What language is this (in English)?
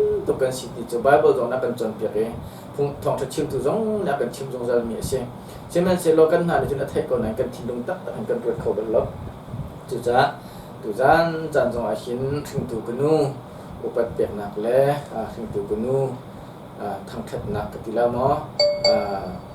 Hakha Chin